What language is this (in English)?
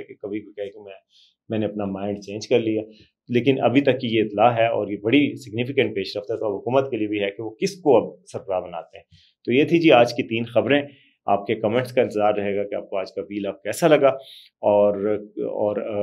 Urdu